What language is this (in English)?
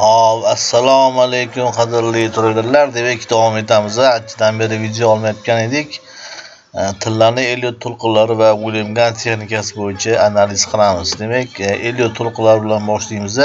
Uzbek